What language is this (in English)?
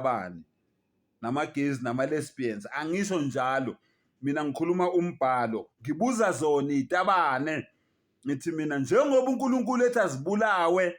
Zulu